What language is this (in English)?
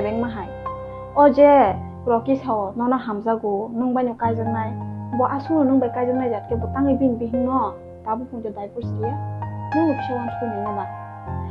Kok Borok